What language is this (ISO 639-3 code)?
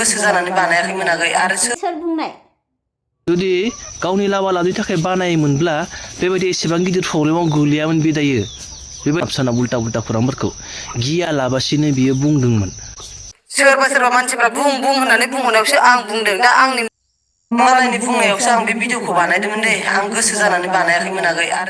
brx